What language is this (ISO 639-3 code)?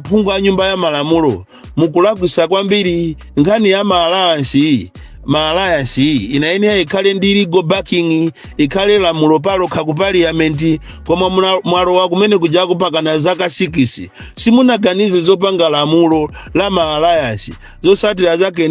nya